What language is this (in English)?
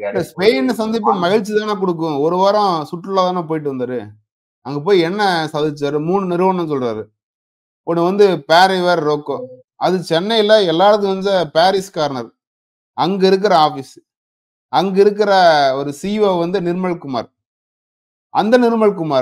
Tamil